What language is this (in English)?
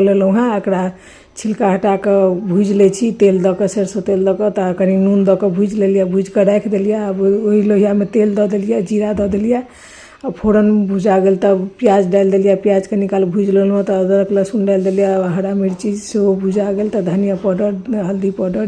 Maithili